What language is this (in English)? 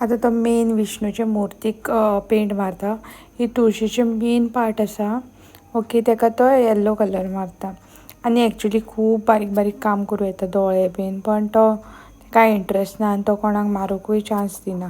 Konkani